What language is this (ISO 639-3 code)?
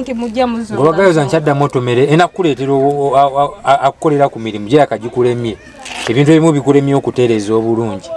lug